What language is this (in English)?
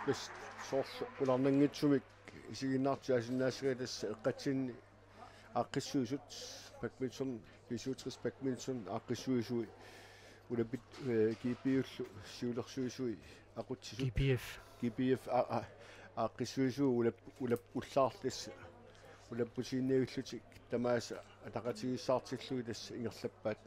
Kalaallisut